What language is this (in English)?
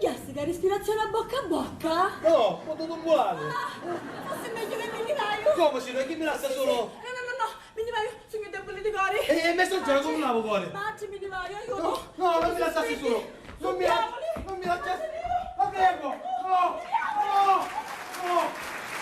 Sicilian